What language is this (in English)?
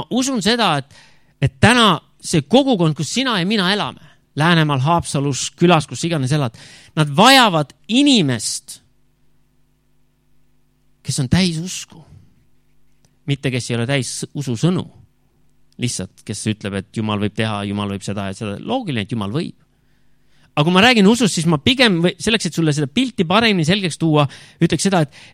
Estonian